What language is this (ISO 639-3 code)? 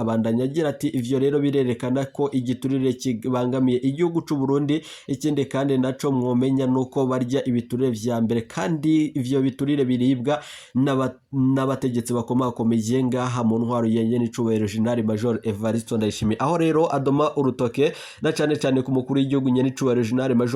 run